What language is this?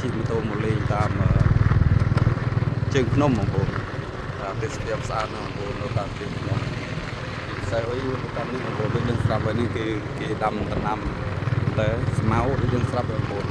Khmer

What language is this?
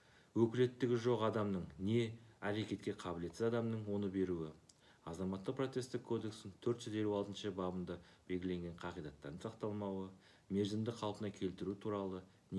Kazakh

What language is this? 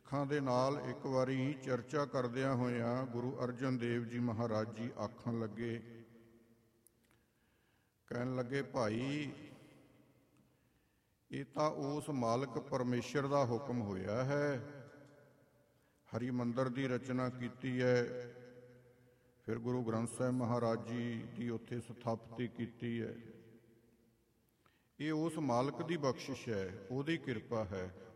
Punjabi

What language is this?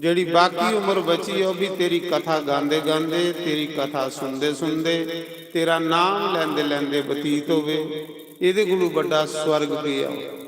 Dogri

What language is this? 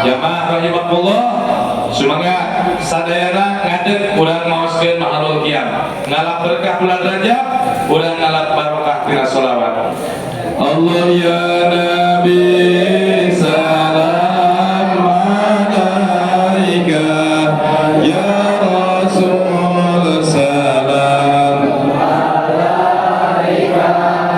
Sundanese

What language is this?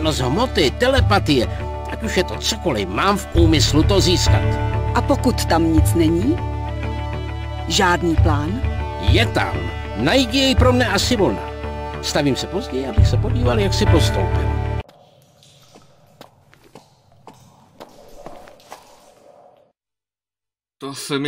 Czech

